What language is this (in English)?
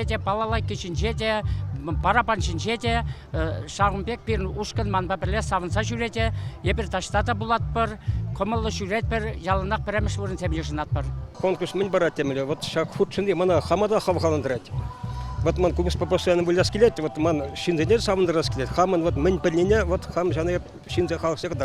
Chuvash